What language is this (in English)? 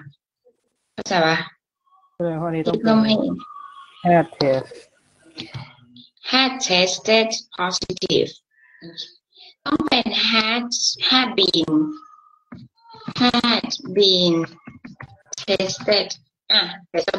Thai